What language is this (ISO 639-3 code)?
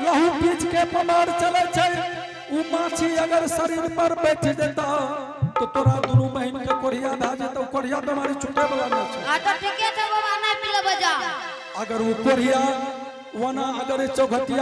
anp